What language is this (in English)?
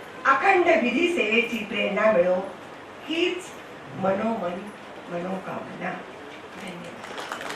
Marathi